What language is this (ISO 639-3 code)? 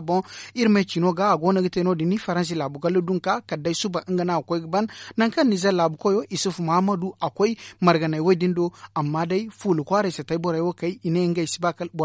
dje